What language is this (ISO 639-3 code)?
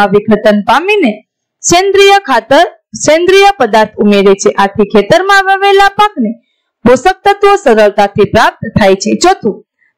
guj